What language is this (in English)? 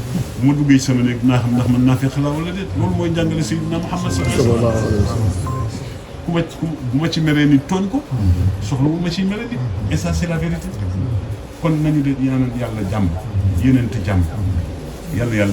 Wolof